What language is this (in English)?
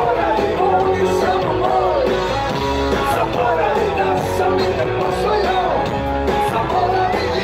Serbian